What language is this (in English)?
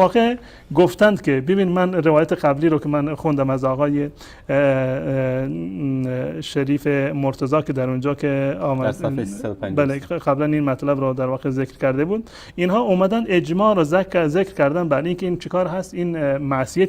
Persian